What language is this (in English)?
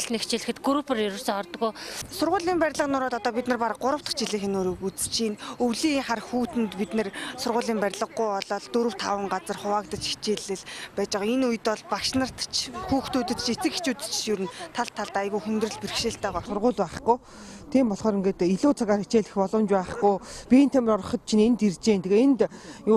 Mongolian